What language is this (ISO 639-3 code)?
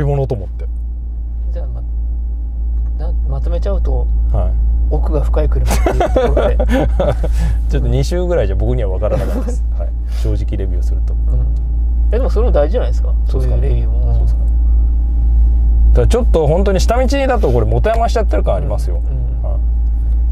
jpn